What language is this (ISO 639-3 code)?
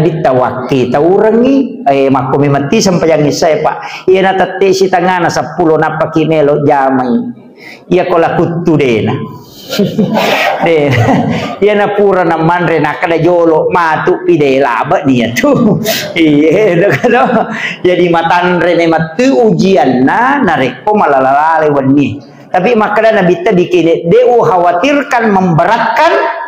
bug